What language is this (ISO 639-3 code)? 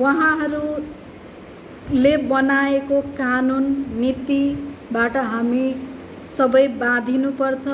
nep